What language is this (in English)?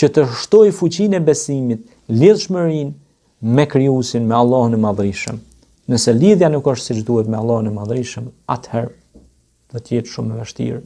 Albanian